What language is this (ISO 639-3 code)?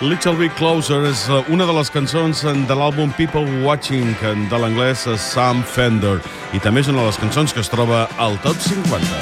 cat